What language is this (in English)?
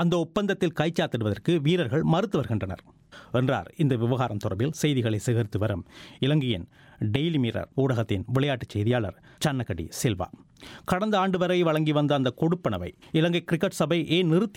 Tamil